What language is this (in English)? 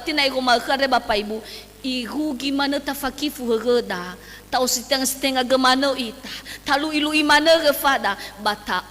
Nias